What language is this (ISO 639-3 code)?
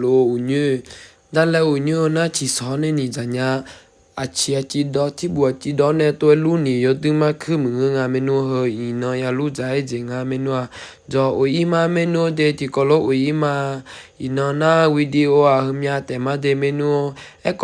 ahk